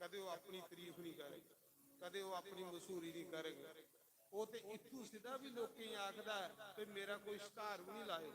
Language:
Dogri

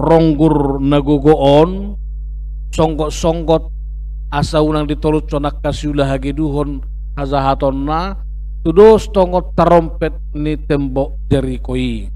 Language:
Batak Toba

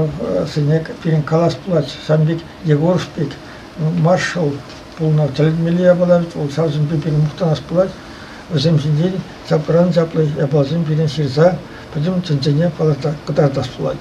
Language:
Chuvash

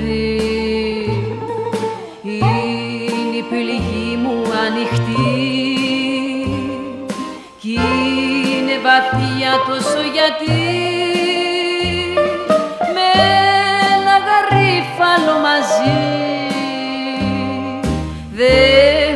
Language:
Greek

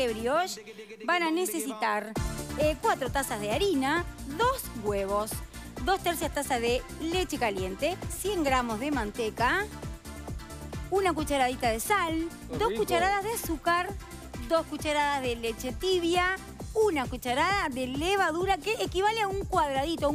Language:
Spanish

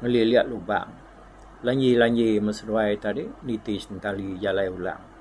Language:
Iban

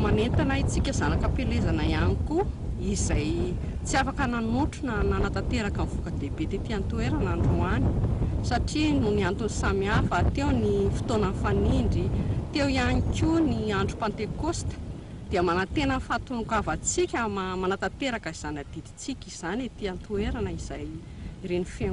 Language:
Malagasy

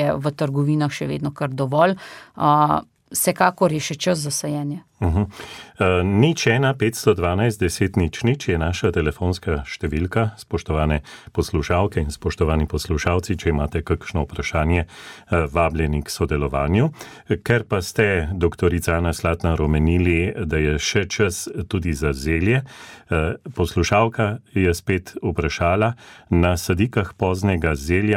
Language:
Slovenian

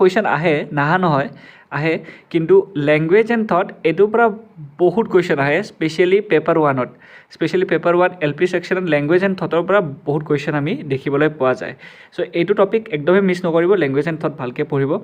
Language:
Assamese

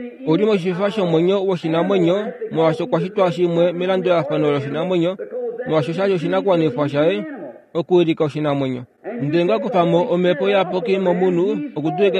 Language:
Kuanyama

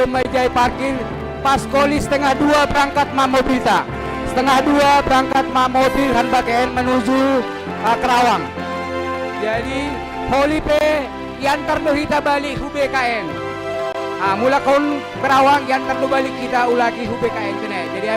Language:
Batak Simalungun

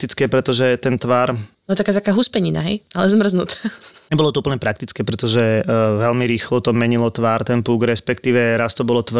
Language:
Slovak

